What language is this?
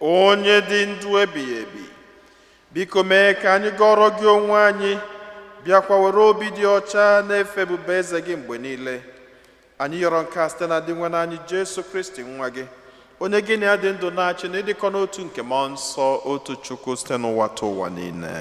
Igbo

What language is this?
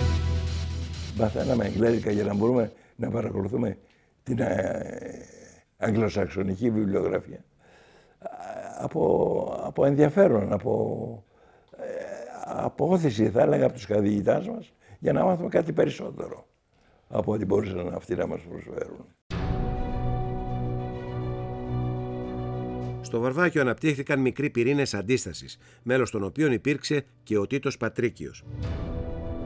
Greek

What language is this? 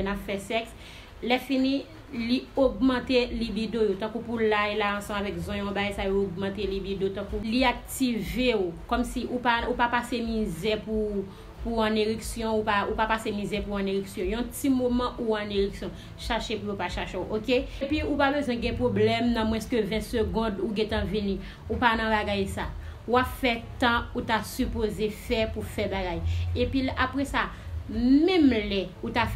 Haitian Creole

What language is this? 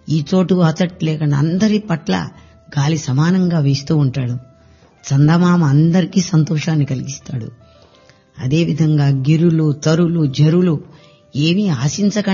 Telugu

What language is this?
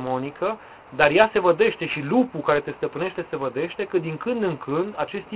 Romanian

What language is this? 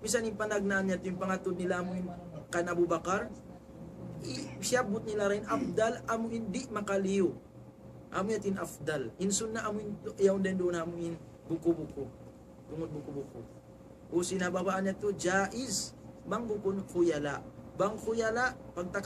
Tausug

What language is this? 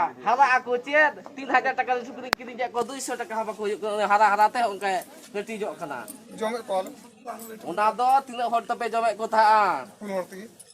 Santali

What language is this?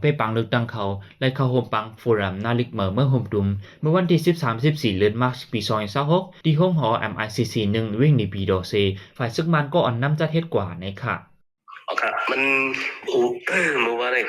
Shan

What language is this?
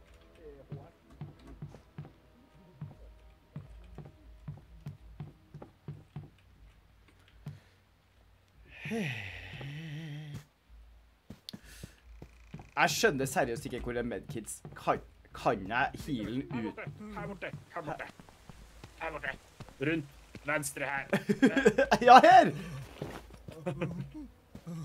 Norwegian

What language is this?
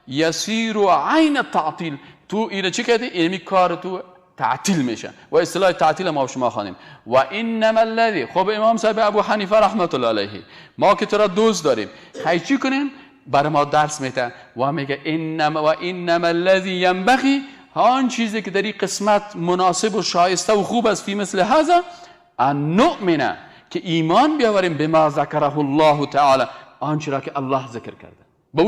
Persian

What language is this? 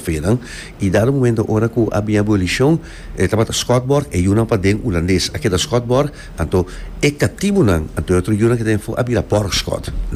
Papiamento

